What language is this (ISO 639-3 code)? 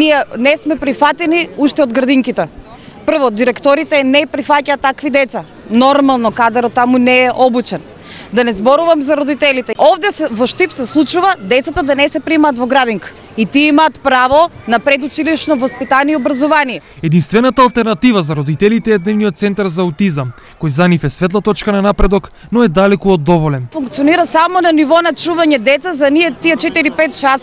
mkd